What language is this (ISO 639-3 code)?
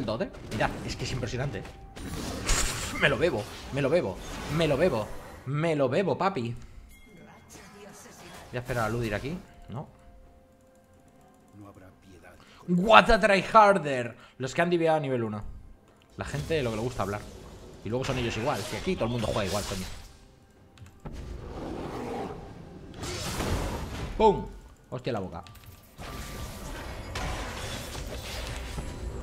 spa